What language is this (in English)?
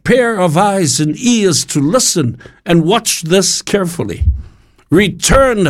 Samoan